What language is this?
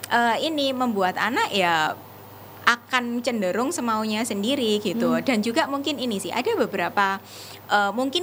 Indonesian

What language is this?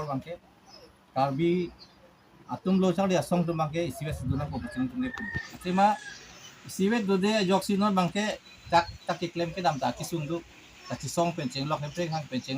Karbi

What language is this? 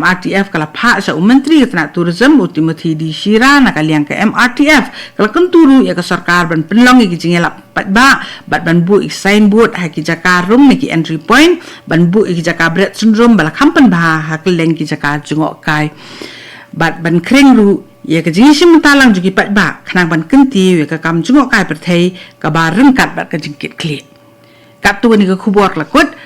Khasi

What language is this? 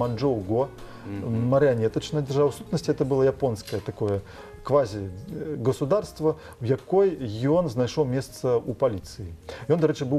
Belarusian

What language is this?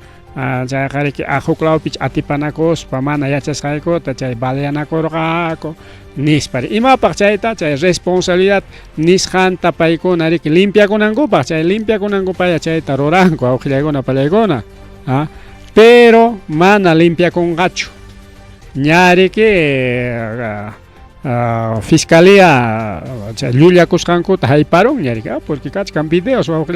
Ayacucho Quechua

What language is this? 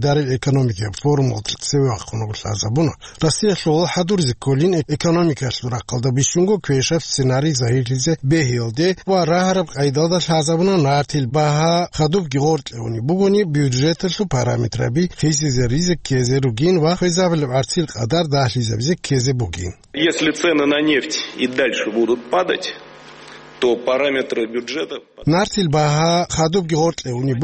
Avaric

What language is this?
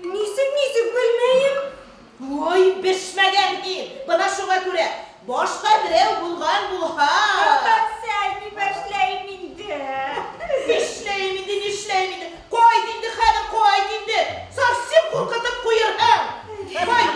Bashkir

